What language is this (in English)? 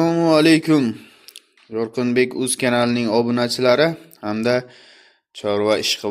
Uzbek